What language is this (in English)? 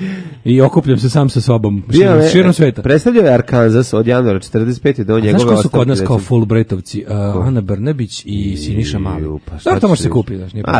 Serbian